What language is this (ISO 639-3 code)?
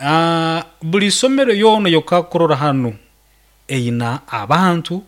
nyo